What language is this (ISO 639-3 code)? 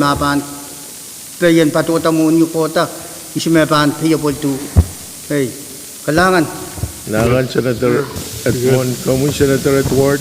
pon